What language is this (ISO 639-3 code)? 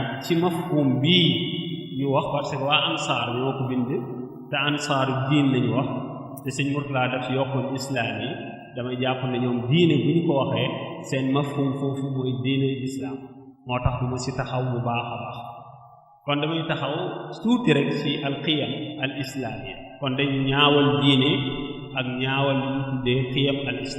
wol